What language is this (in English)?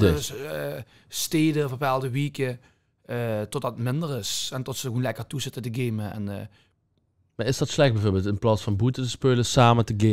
Limburgish